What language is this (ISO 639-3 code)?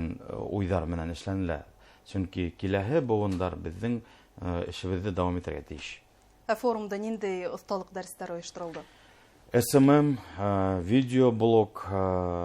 bak